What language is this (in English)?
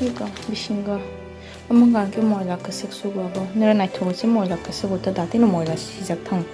Kok Borok